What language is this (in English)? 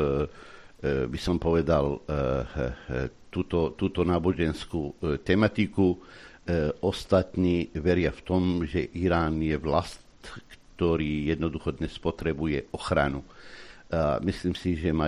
Slovak